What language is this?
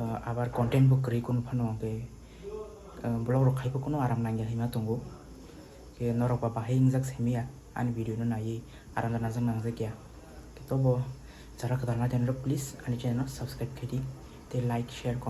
Kok Borok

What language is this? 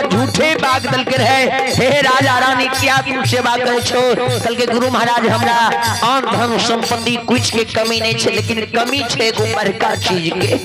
Maithili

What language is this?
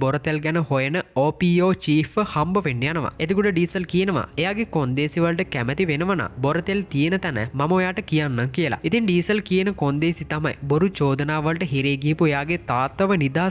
Sinhala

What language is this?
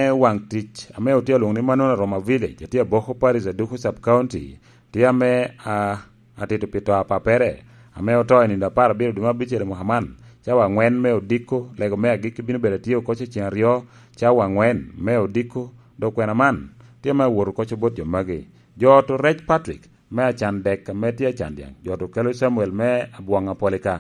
Lango (Uganda)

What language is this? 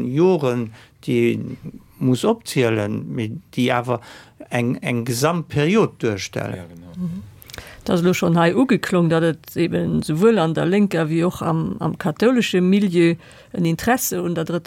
Luxembourgish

